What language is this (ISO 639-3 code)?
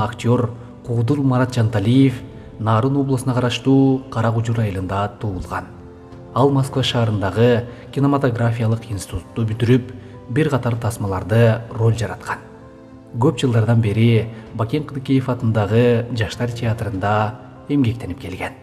kir